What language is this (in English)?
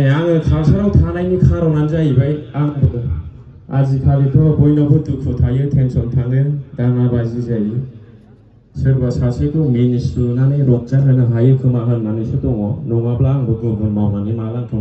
Bodo